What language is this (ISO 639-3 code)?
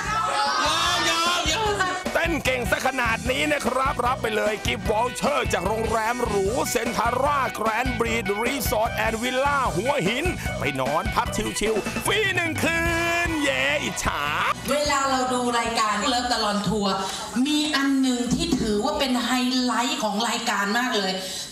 tha